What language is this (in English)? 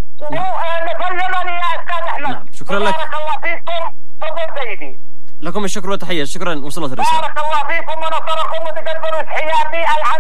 Arabic